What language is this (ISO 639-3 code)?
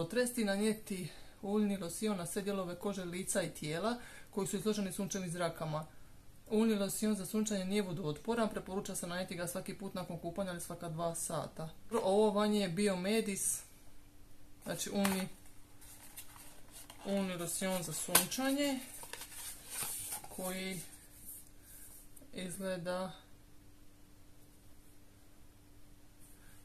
hrv